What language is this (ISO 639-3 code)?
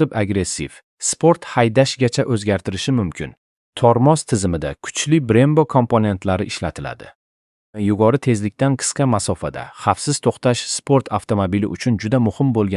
uzb